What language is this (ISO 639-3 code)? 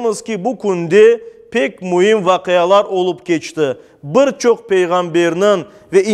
crh